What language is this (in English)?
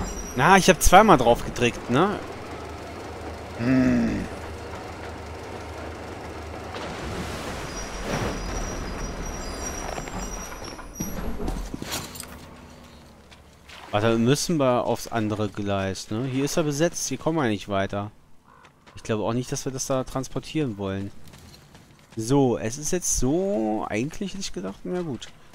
German